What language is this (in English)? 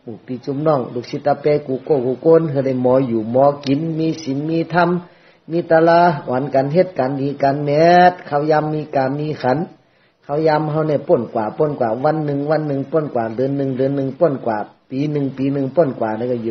Shan